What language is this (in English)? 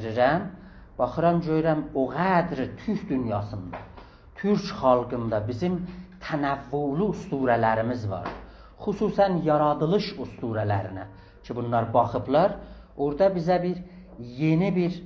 South Azerbaijani